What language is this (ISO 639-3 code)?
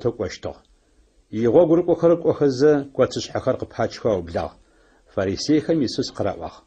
ady